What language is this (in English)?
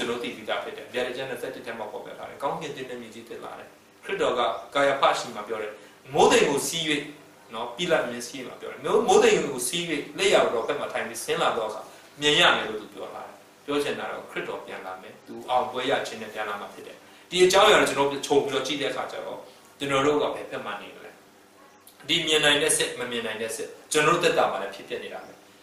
Burmese